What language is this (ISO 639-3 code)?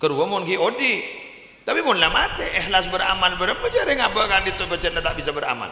mad